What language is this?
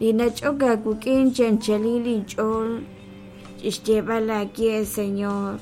Kekchí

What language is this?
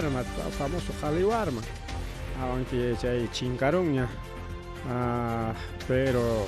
Ayacucho Quechua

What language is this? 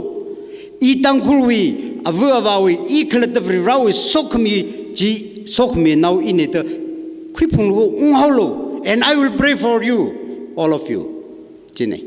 Tangkhul Naga (India)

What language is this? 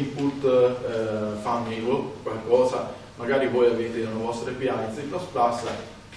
Italian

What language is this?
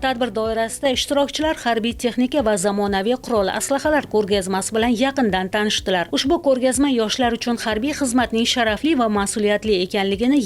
Uzbek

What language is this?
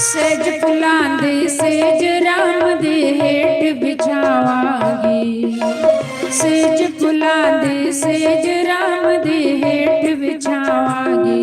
Dogri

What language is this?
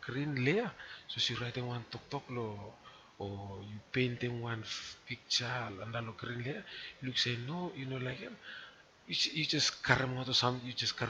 Bislama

